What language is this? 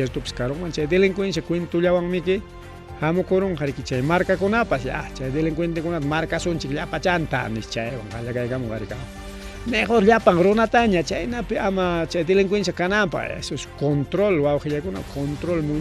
Ayacucho Quechua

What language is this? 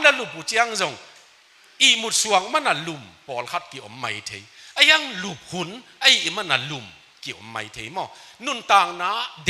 Tedim Chin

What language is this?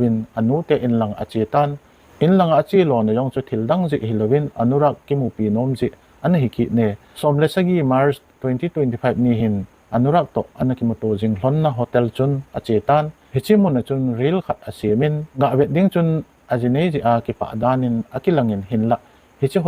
Thado Chin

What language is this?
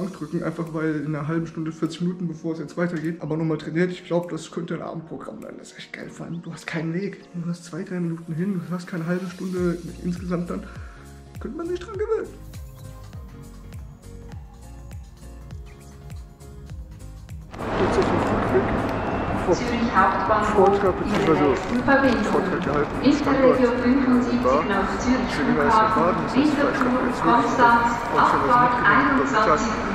German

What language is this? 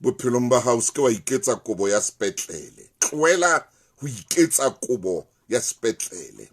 Southern Sotho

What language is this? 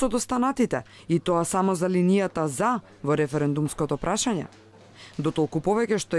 Macedonian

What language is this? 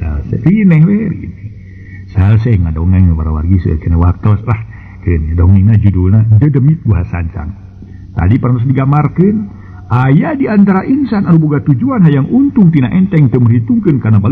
Sundanese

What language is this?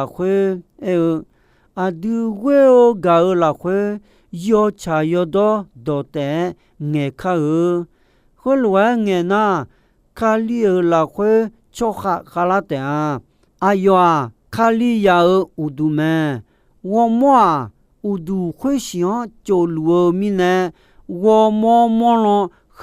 Akha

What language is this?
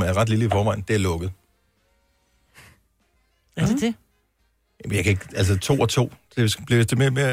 Danish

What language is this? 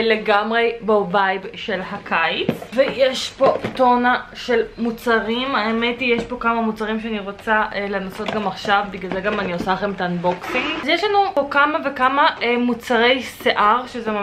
Hebrew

